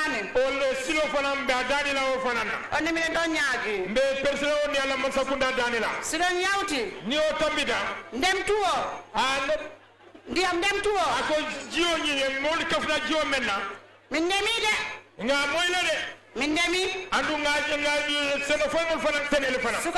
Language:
Fula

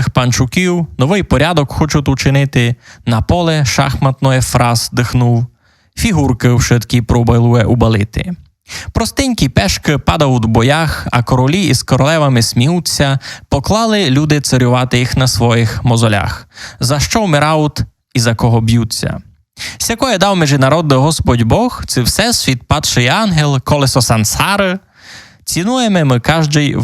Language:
Rusyn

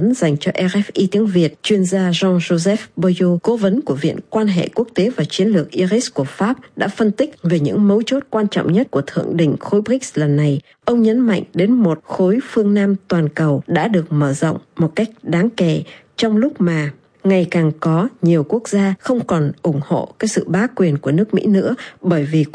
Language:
Vietnamese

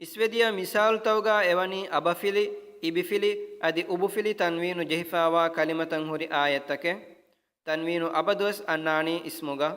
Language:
Divehi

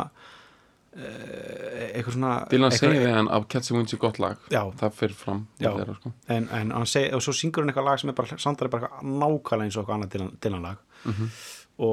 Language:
Icelandic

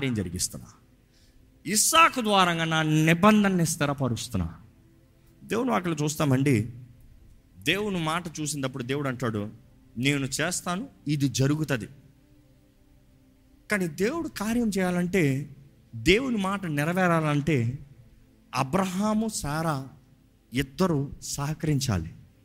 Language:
Telugu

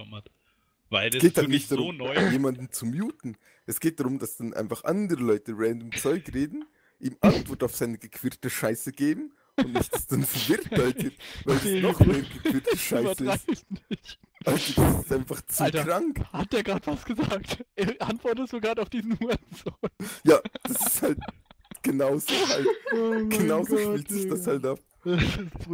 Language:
German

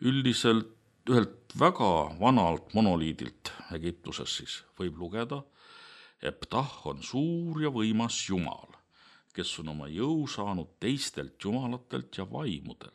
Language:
Estonian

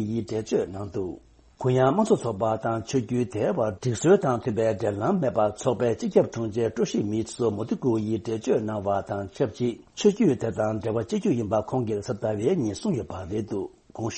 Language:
Tibetan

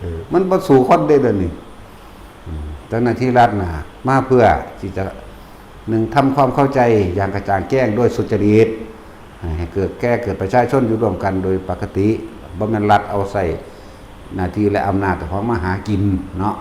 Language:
Northeastern Thai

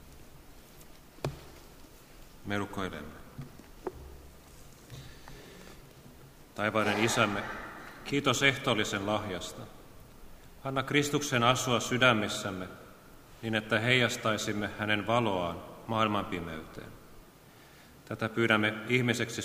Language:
Finnish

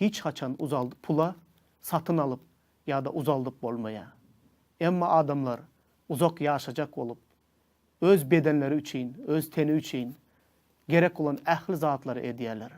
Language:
Turkmen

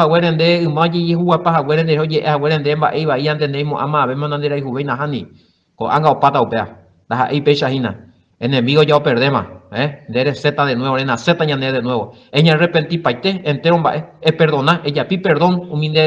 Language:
Guarani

